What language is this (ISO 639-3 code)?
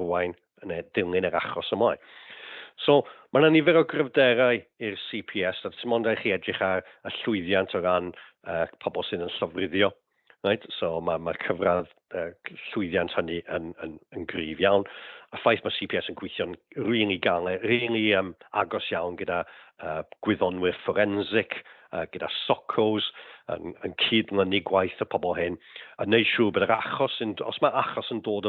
cym